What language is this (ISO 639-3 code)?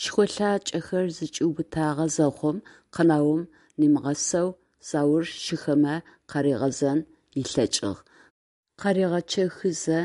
ady